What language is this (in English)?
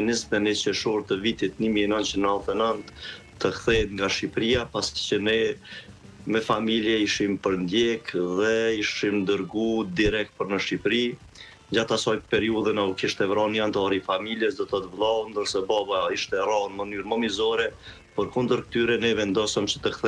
Albanian